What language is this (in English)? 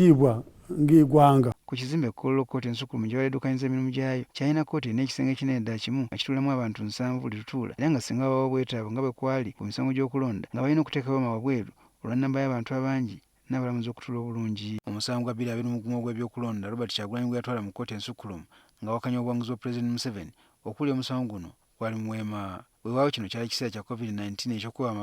Ganda